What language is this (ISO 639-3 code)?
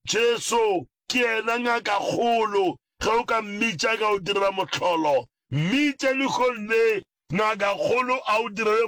nso